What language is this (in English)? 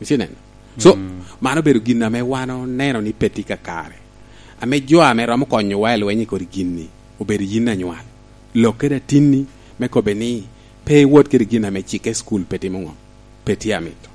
Lango (Uganda)